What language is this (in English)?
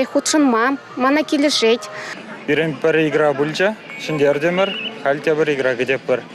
Chuvash